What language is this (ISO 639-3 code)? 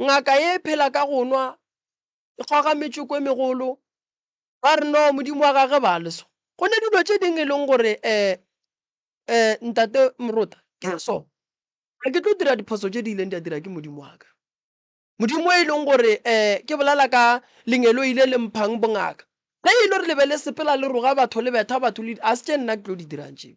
nso